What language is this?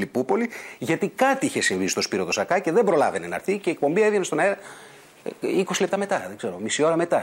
Greek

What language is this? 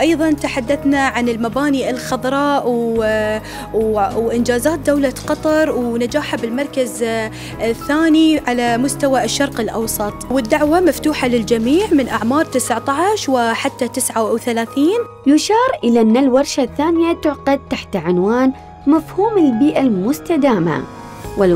Arabic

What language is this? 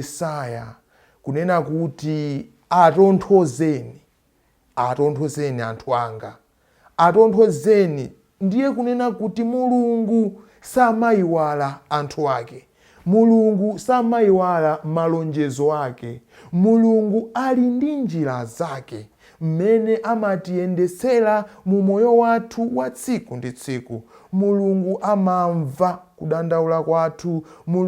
Nyanja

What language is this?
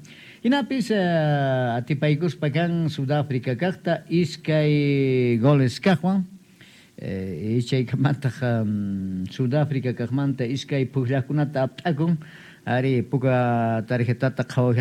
South Bolivian Quechua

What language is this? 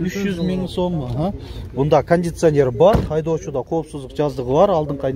Kyrgyz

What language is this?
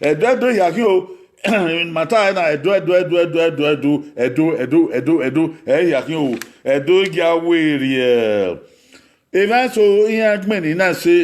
Bini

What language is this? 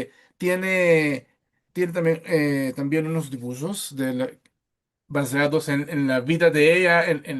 Ladino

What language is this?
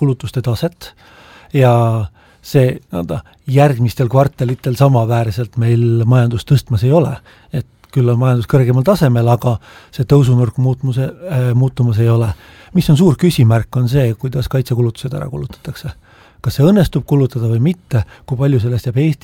Estonian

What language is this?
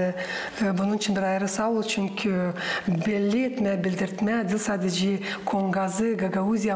Gagauz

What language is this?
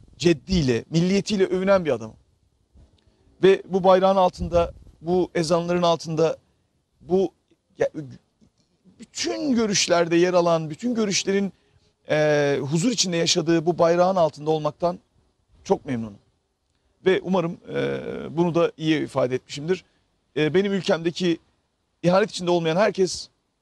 Turkish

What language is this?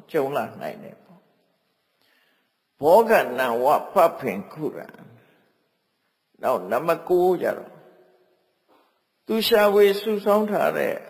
Burmese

